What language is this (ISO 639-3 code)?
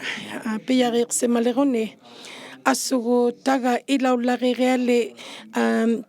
iku